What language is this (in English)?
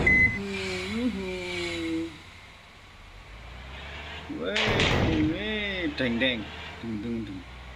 Indonesian